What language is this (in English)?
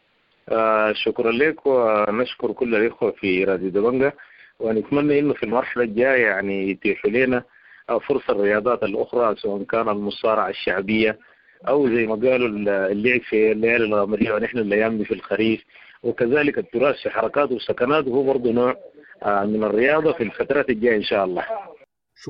Sudanese Arabic